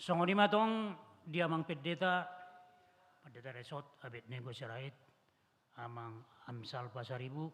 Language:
Batak Toba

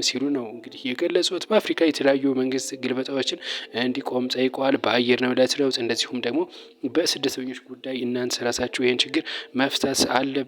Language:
Amharic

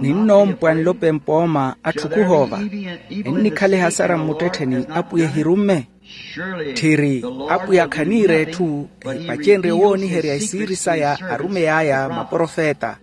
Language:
Makhuwa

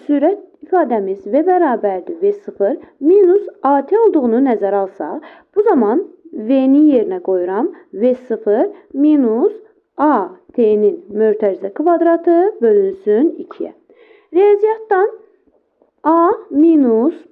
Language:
Azerbaijani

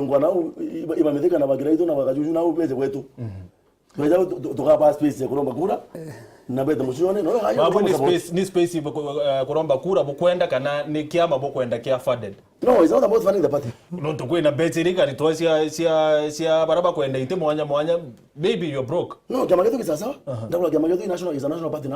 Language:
Meru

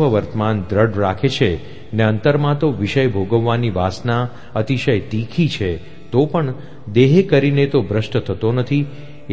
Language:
Gujarati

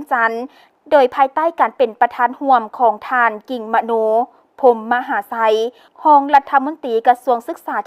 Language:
Lao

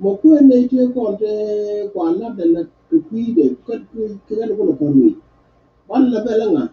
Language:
Nuer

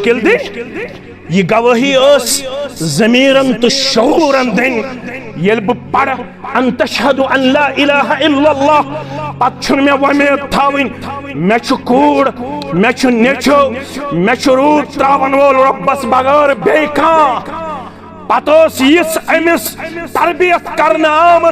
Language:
Kashmiri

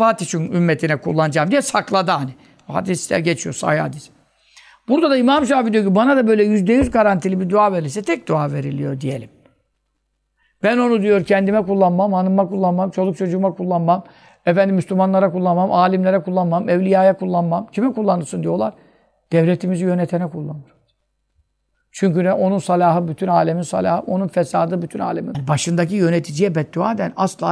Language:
Turkish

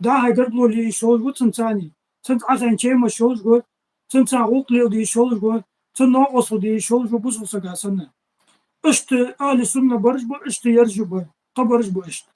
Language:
Ingush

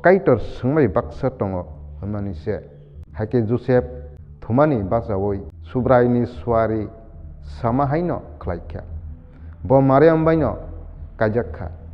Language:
Kok Borok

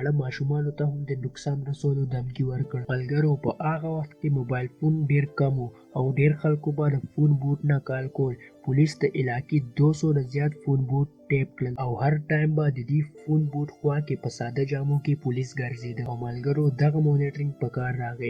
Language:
Pashto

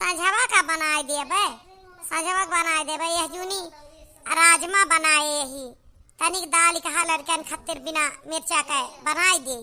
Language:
Awadhi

